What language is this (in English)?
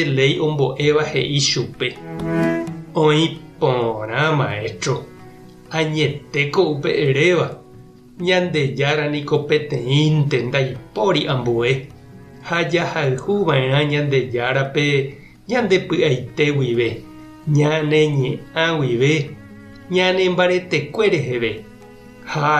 Guarani